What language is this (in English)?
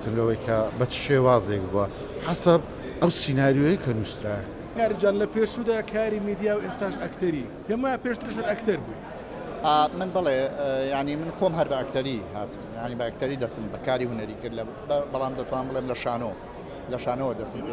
Central Kurdish